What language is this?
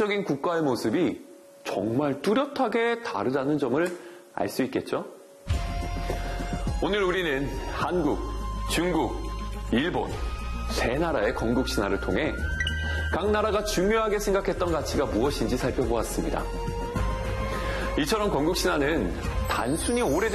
Korean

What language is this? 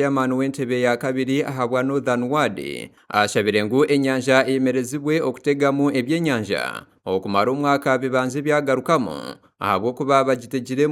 Nyankole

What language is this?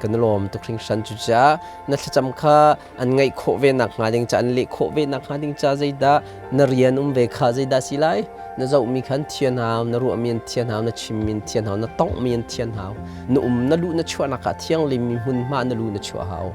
Hakha Chin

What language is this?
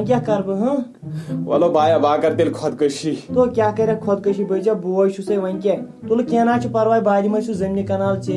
Kashmiri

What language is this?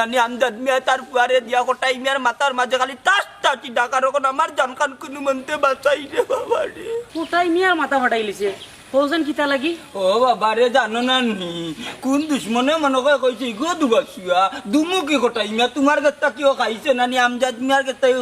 Sylheti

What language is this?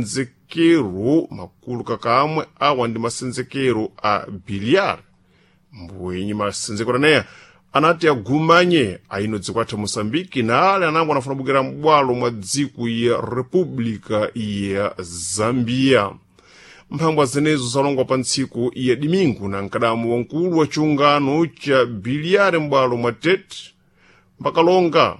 Sena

